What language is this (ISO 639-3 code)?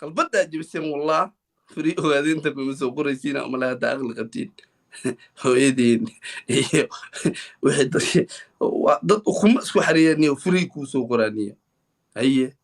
som